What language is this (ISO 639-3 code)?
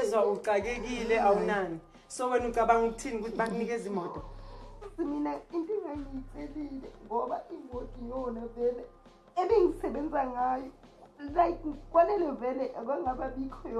zul